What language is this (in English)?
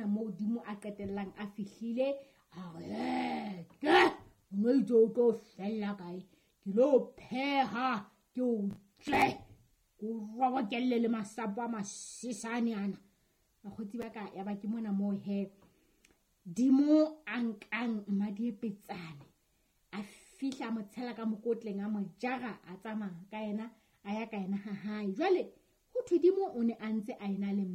Southern Sotho